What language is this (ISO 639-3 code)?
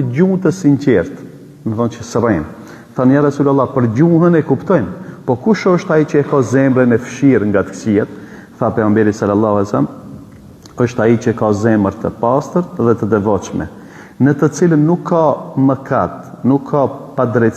sqi